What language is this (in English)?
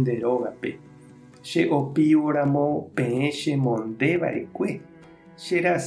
Guarani